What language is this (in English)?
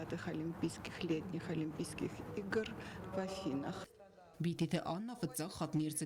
Ossetic